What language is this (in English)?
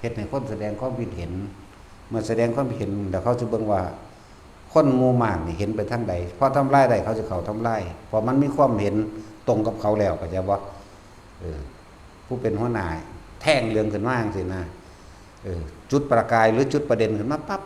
Northeastern Thai